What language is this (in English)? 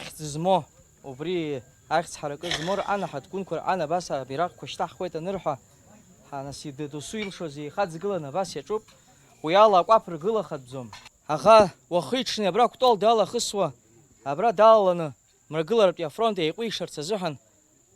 Abkhazian